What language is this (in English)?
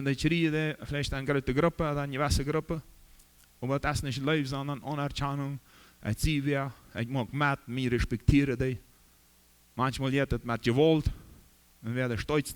Plautdietsch